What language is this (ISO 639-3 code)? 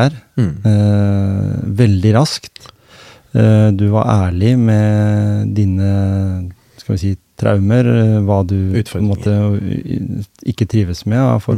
nor